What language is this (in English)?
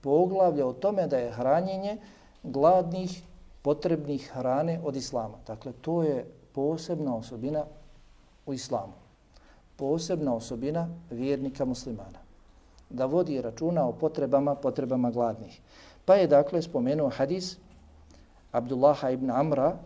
Bosnian